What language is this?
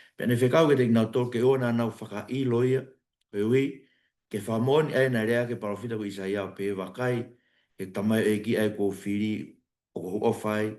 Tongan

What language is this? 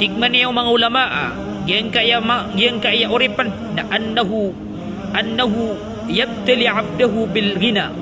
Maranao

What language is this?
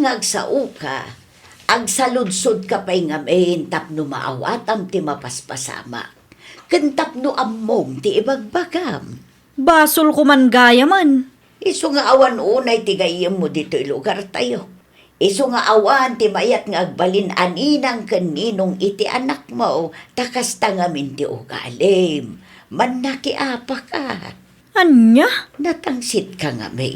Iloko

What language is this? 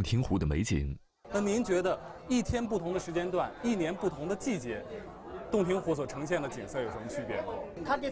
Chinese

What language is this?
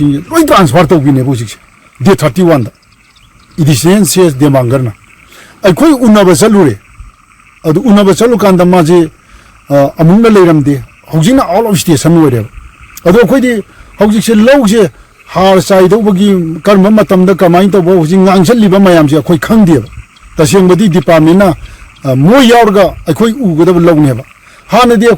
Manipuri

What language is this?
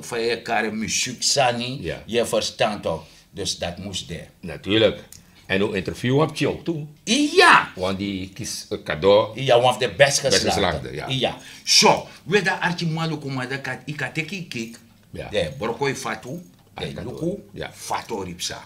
Sranan Tongo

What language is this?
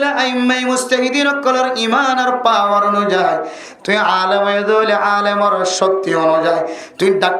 Rohingya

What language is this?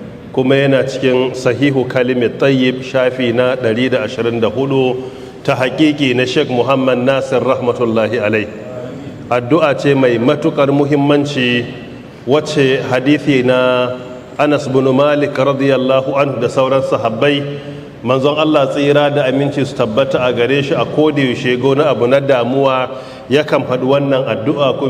Hausa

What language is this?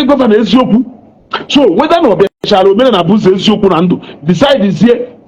Igbo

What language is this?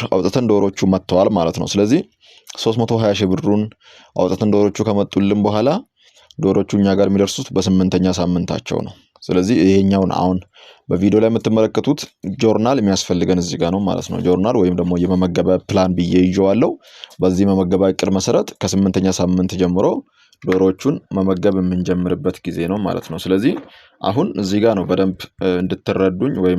Amharic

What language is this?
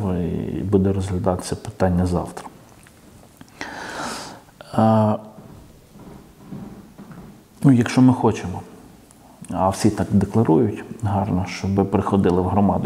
Ukrainian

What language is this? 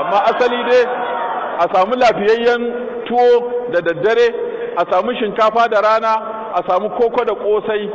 Hausa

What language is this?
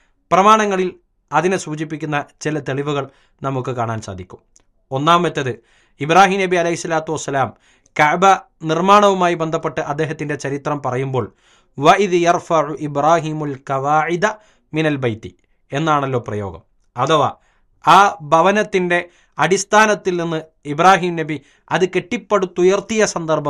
Malayalam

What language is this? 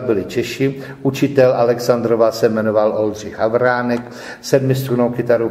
Czech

